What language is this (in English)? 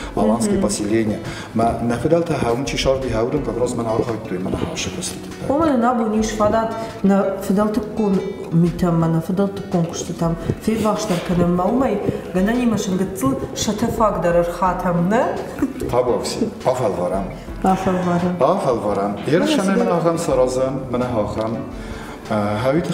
Ossetic